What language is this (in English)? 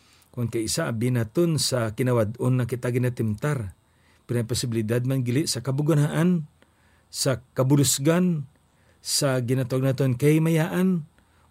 Hiligaynon